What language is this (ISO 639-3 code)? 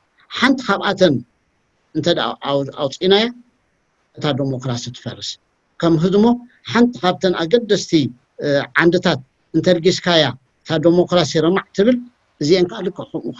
tir